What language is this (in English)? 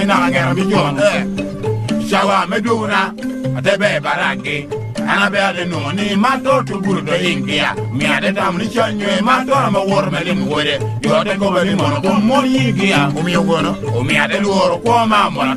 Lango (Uganda)